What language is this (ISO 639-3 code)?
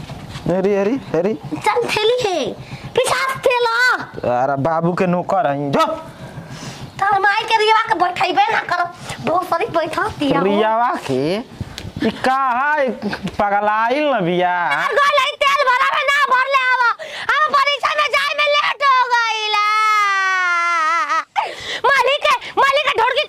bho